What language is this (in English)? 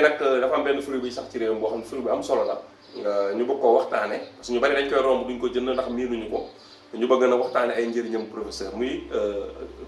Wolof